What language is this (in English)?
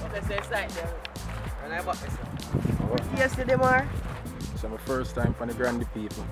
Jamaican Creole English